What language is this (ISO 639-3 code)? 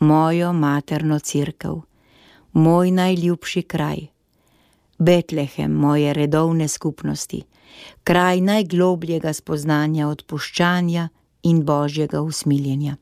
slv